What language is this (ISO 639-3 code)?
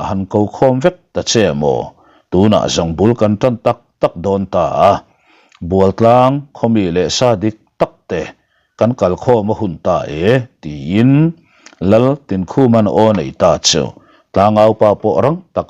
lus